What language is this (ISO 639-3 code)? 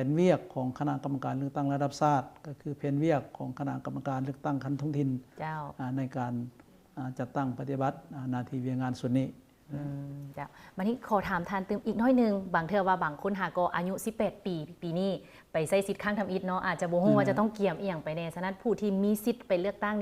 lao